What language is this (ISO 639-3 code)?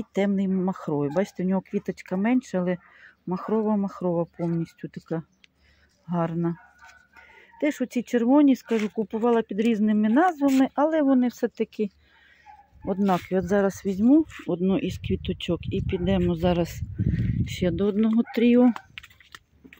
ukr